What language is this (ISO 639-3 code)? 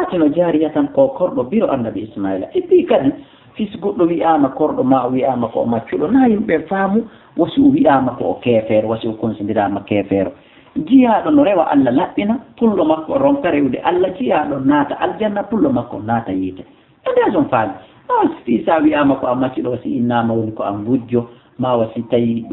ful